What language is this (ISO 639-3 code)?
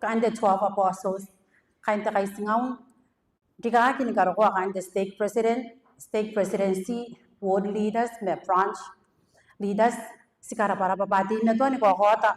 gil